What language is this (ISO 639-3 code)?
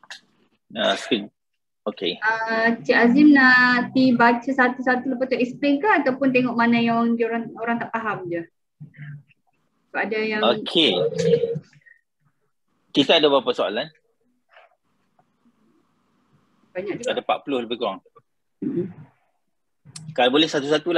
msa